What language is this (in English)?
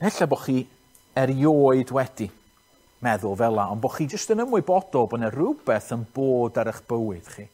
Welsh